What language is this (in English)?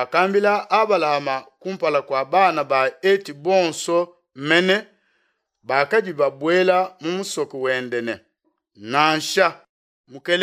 Luba-Lulua